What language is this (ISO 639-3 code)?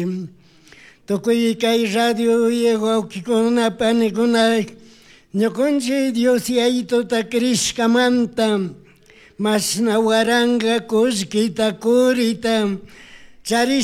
qug